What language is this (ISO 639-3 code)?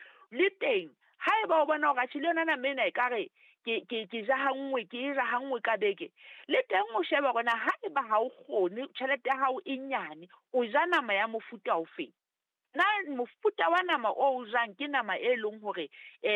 sot